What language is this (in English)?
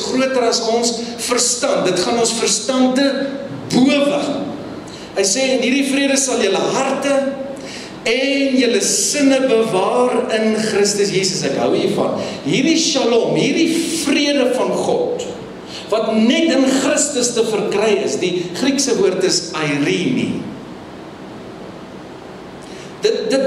Afrikaans